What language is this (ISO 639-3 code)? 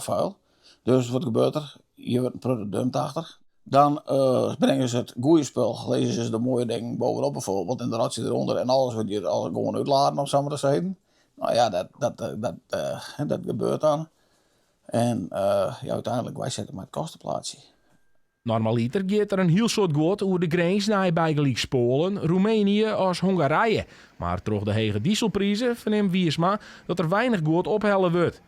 fry